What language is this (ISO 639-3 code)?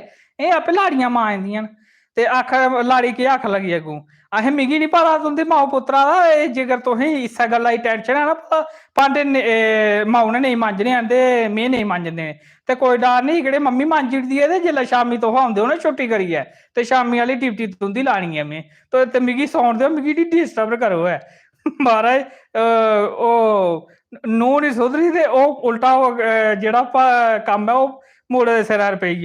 doi